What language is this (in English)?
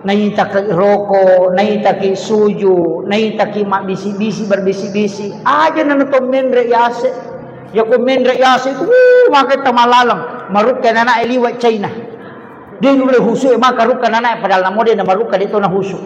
Buginese